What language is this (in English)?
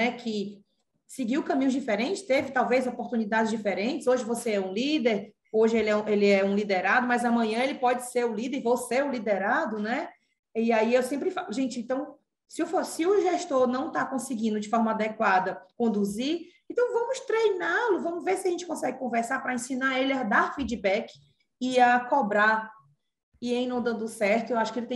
Portuguese